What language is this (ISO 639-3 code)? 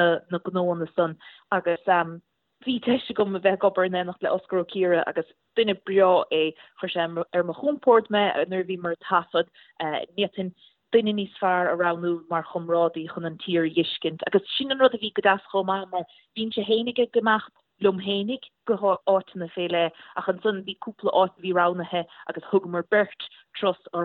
gle